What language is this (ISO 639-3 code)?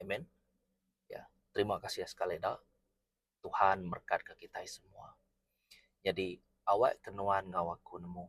iba